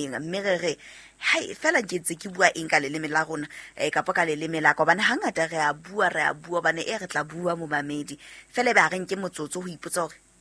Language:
Southern Sotho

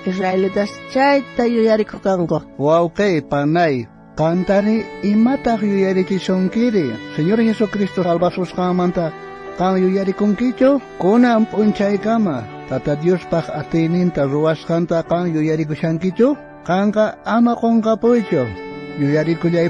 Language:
South Bolivian Quechua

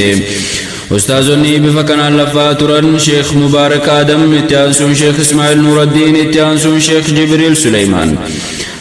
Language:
Oromo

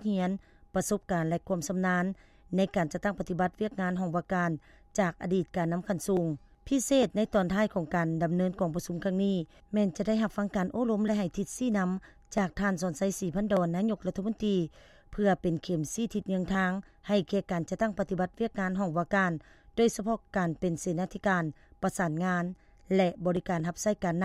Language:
Lao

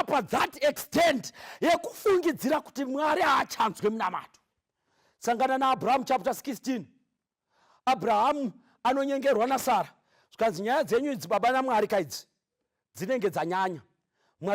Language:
Shona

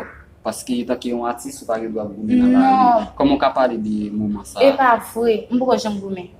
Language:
Haitian Creole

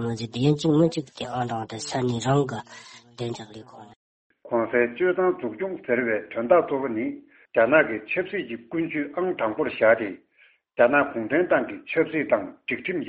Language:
Tibetan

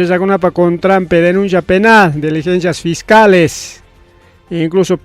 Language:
Ayacucho Quechua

